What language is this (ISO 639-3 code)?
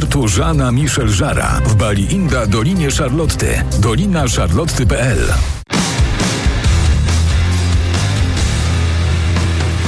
pol